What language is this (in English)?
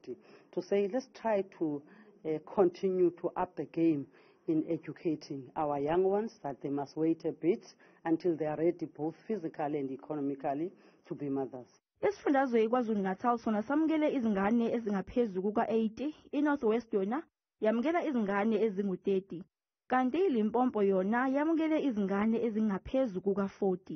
Zulu